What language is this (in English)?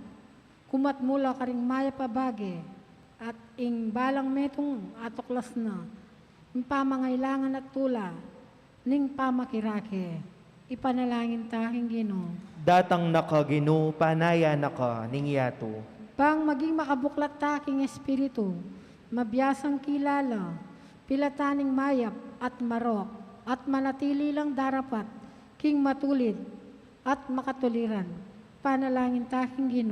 Pampanga